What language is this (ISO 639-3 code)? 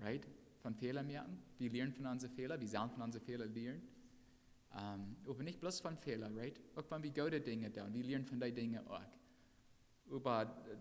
pdt